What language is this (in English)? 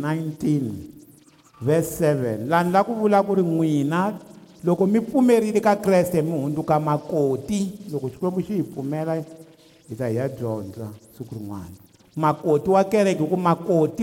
Tsonga